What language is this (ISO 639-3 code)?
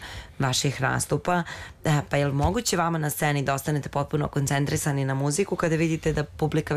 srp